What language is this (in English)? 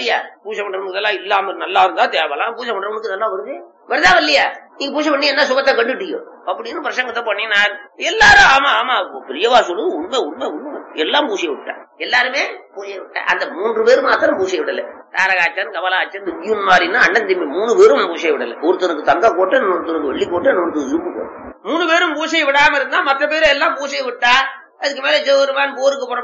Tamil